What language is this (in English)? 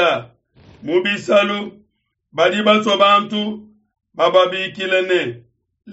Luba-Lulua